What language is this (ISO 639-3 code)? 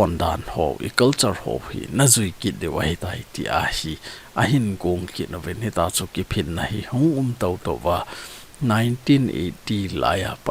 tcz